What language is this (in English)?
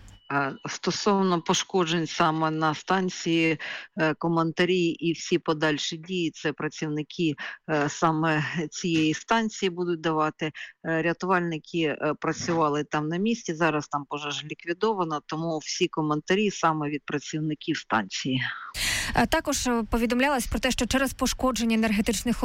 Ukrainian